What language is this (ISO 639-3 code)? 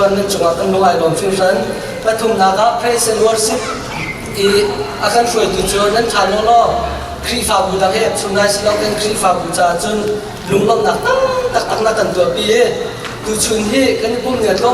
cnh